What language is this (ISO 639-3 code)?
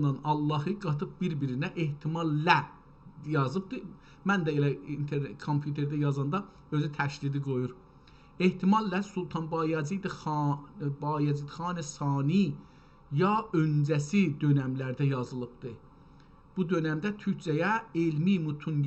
azb